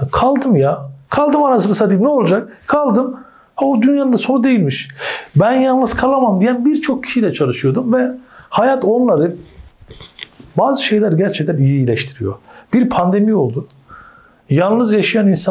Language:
Turkish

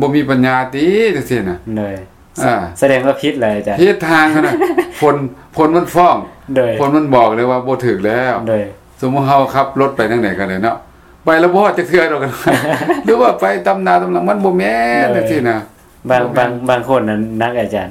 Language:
Lao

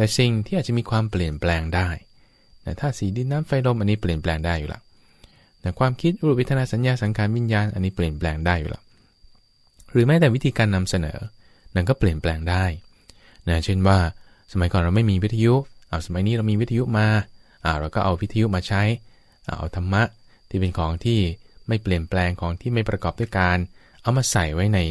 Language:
Thai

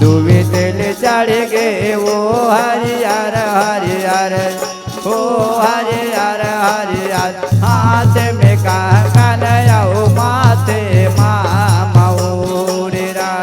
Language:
Chhattisgarhi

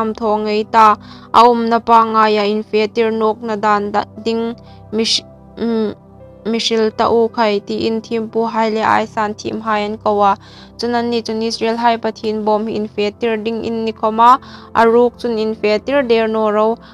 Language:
Hmar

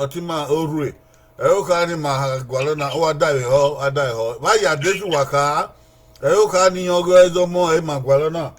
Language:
Bini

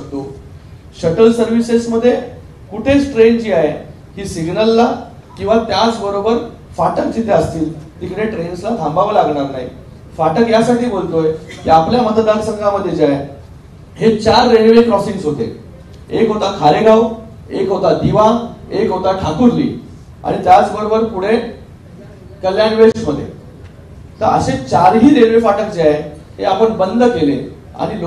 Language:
Marathi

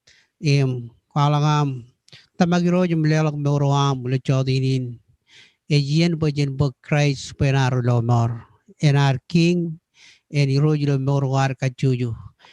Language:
Marshallese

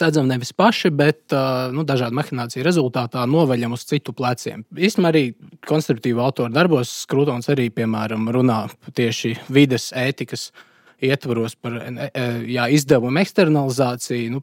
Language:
Latvian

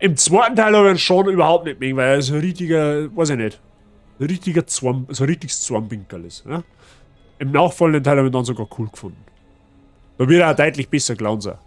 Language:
Bavarian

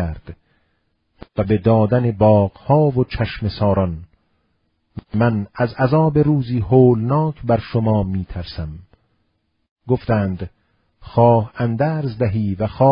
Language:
Persian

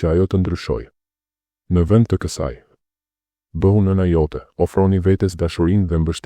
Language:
Albanian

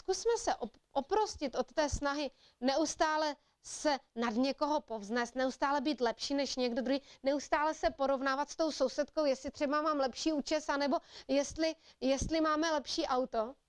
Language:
Czech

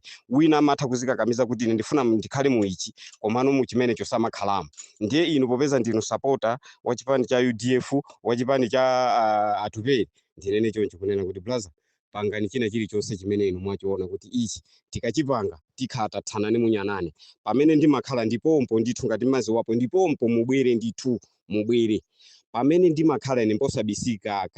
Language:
Nyanja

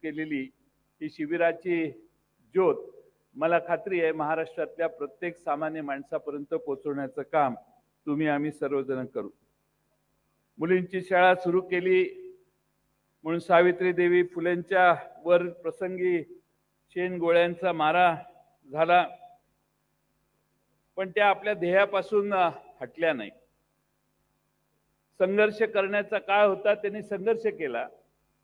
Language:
Marathi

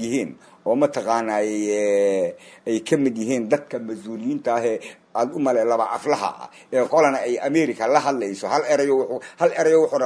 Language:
Somali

